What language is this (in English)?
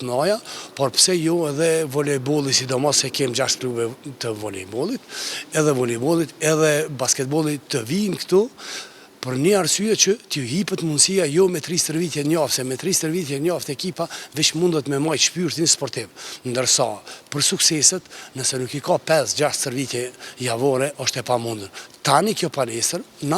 Albanian